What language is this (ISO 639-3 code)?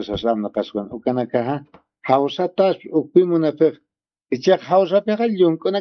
aym